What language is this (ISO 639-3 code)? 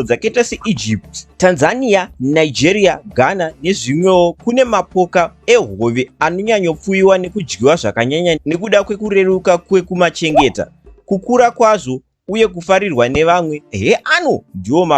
sna